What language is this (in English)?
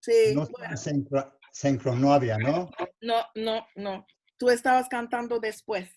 Ladino